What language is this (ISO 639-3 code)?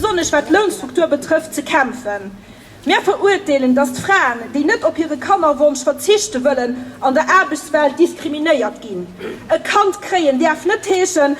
ltz